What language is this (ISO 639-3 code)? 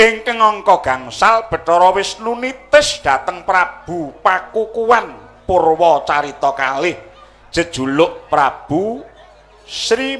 jav